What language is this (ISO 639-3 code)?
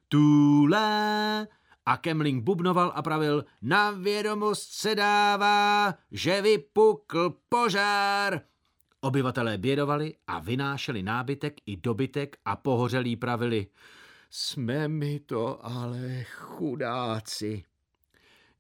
ces